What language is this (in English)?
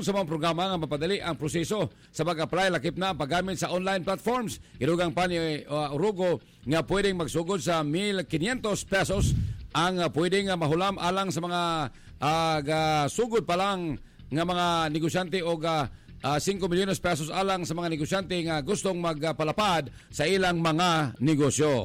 Cebuano